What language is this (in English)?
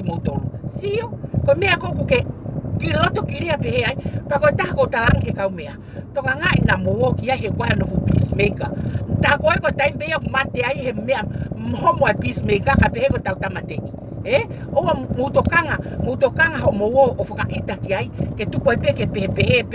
Tongan